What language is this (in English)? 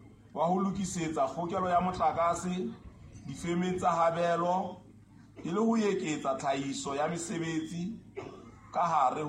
Southern Sotho